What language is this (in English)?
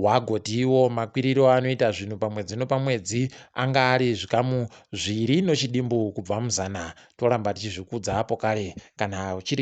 Ndau